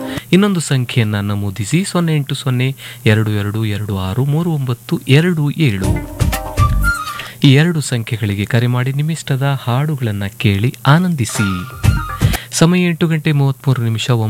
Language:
Kannada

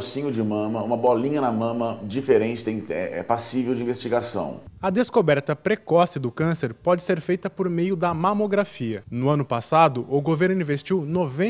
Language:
Portuguese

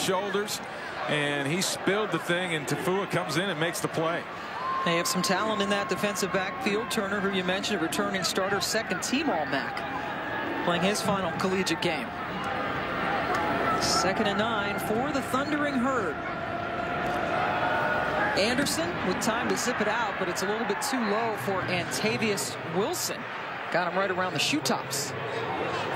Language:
English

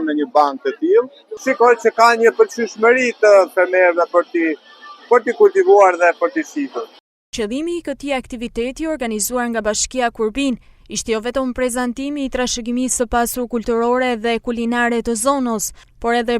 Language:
Albanian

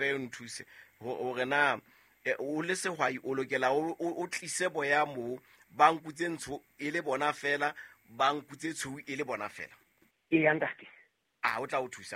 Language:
Southern Sotho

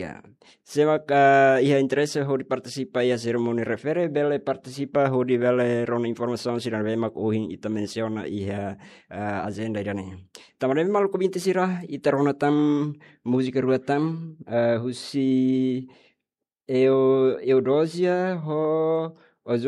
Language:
Tetum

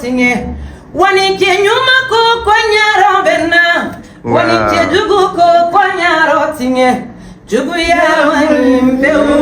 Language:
Bambara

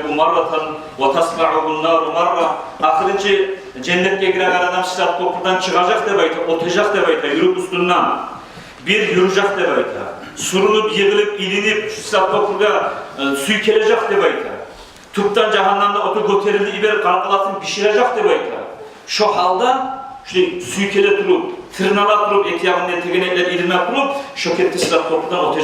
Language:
Kumyk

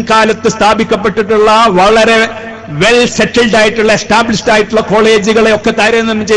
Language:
Malayalam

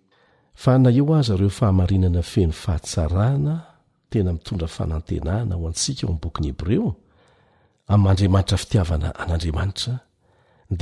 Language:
Malagasy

